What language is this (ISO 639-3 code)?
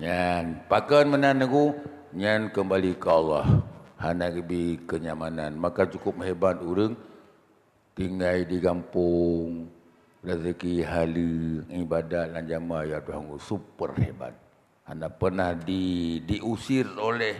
ace